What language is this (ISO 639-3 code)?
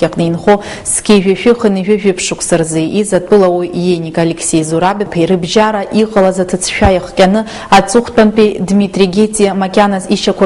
abk